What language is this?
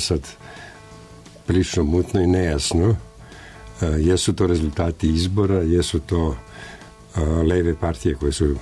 Serbian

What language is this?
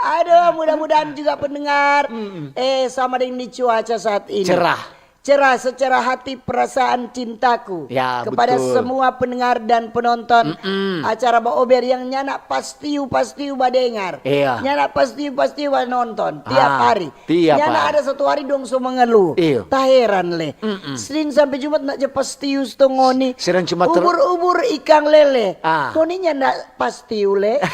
Manado Malay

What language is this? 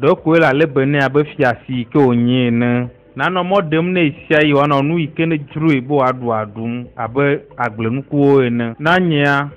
Ewe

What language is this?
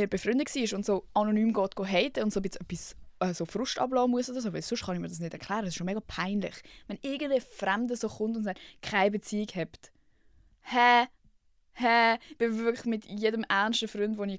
Swiss German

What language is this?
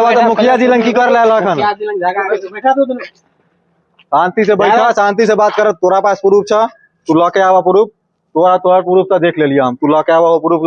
Maithili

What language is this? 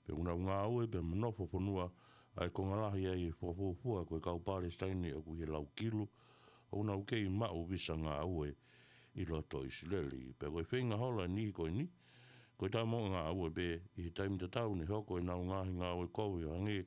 Tongan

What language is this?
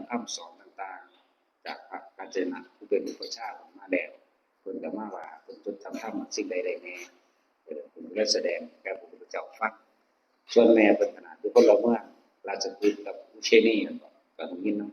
Northeastern Thai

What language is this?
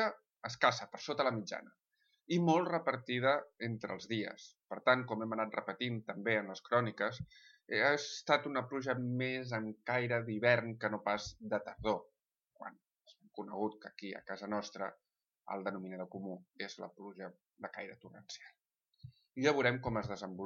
Catalan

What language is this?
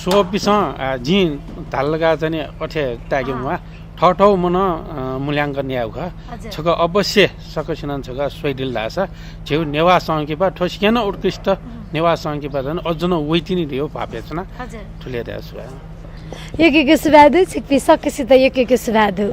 Newari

